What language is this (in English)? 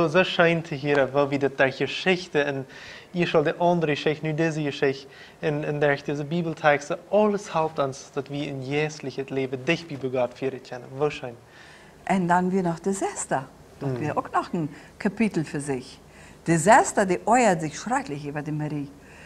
Plautdietsch